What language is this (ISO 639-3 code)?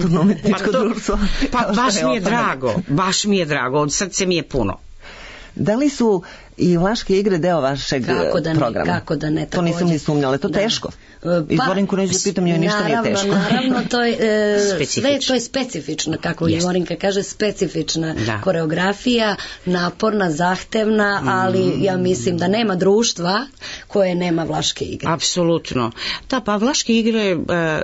srp